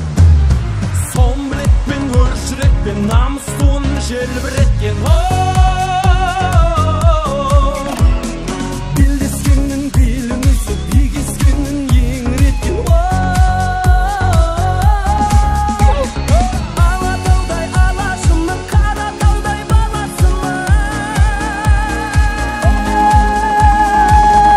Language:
Kazakh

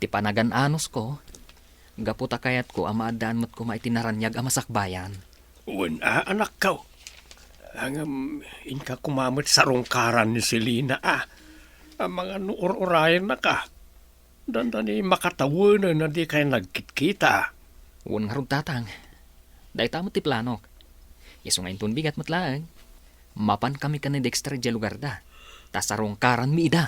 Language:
Iloko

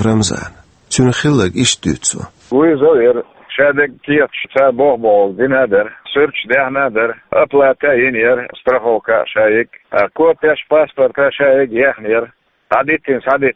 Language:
Chechen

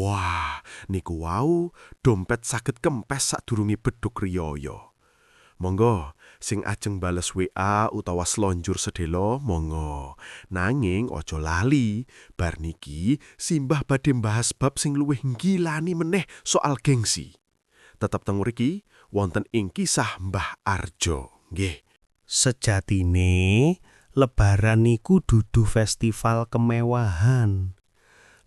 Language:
Javanese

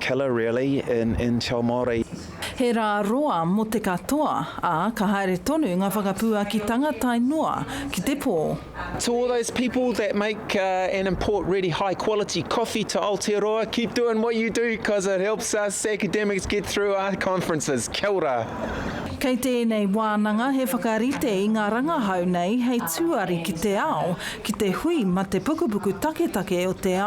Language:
Māori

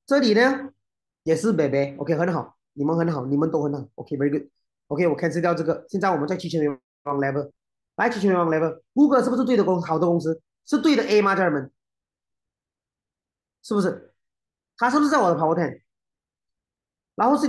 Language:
Chinese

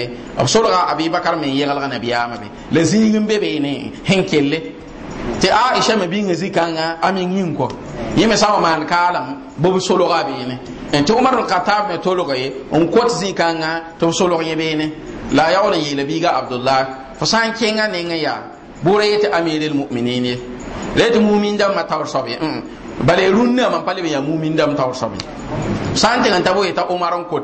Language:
Mossi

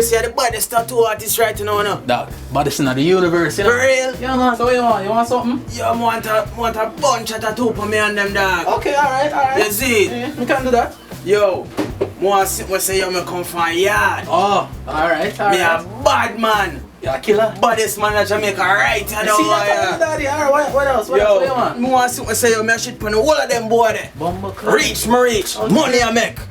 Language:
Jamaican Creole English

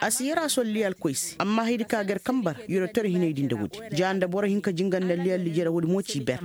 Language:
Koyraboro Senni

